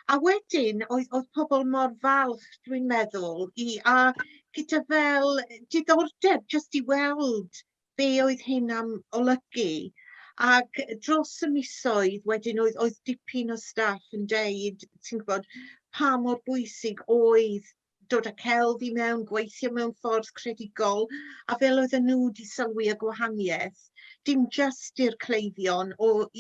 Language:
Welsh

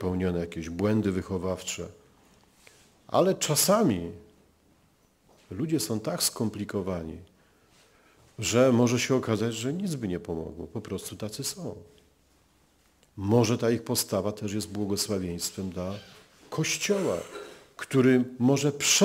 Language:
Polish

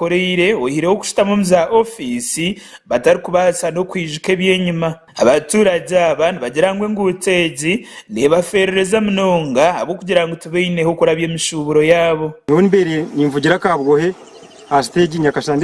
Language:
Nyankole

